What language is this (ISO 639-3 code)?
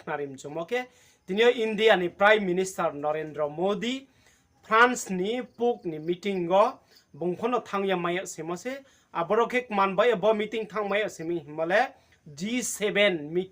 ria